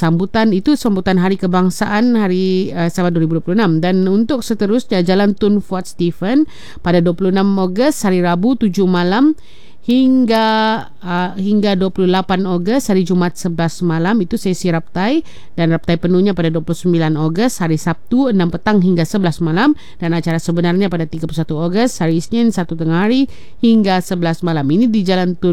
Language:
Malay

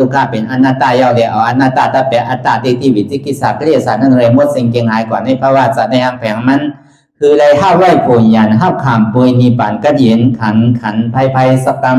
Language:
Shan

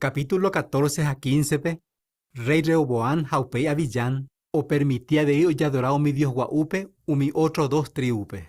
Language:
Guarani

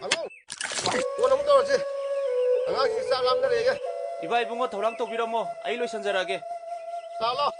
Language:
Manipuri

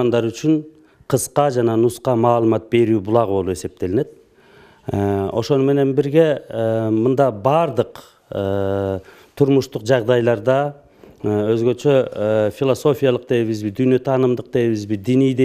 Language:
Kyrgyz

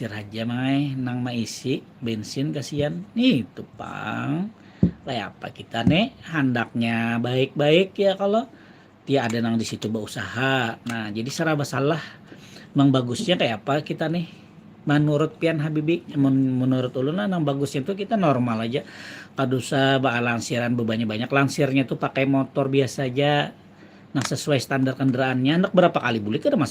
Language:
Banjar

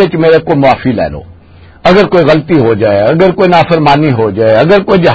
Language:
Western Panjabi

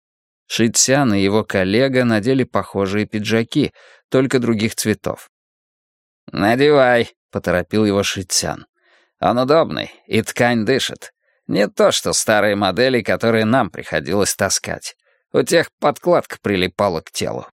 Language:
Russian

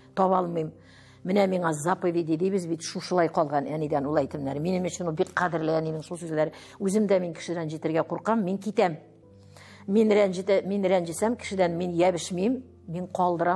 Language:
Tatar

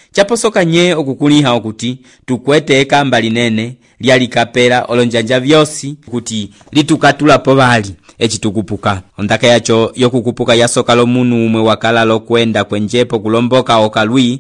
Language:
Umbundu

